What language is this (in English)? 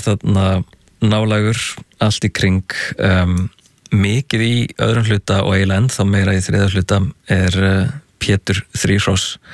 Icelandic